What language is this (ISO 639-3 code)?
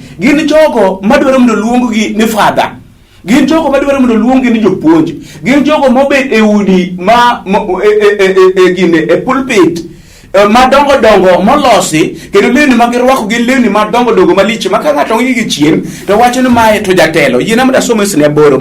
luo